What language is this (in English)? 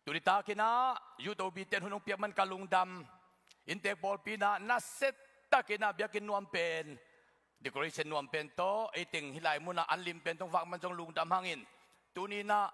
Tedim Chin